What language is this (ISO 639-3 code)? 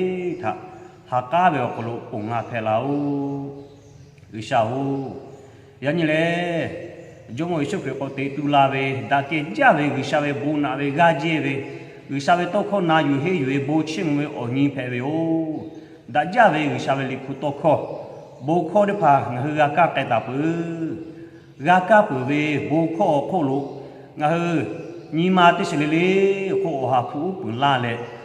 lhu